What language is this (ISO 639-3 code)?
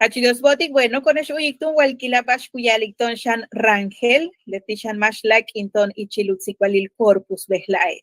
yua